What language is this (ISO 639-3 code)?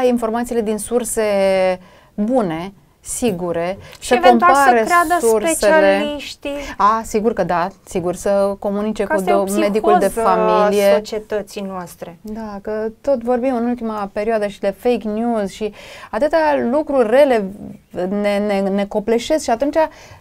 ron